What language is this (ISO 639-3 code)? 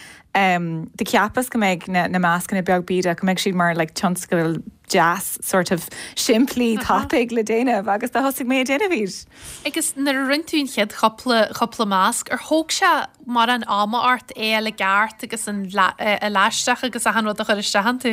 gle